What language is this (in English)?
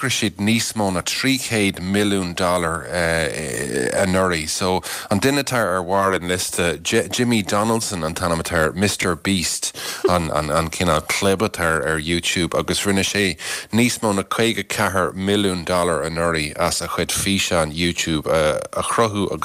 Irish